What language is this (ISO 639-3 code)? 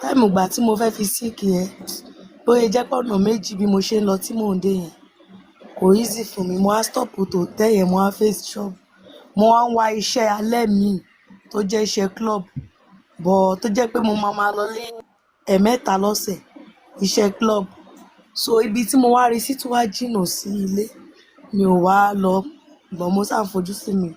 yor